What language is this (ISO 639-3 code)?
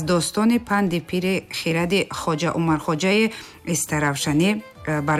tgk